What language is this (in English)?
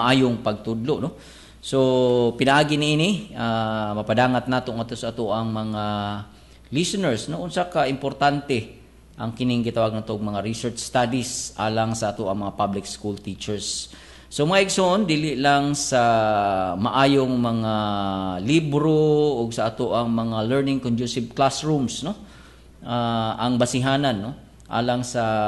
Cebuano